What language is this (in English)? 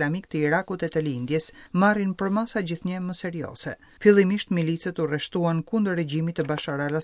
Albanian